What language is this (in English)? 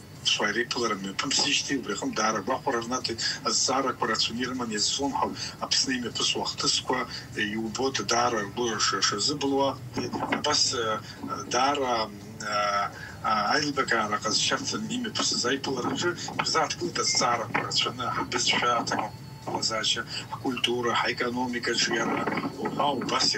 Abkhazian